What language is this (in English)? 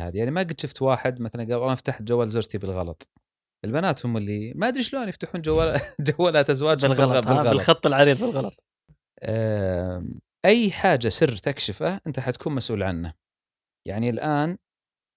Gulf Arabic